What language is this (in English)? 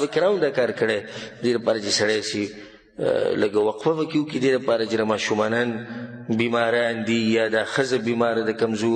Pashto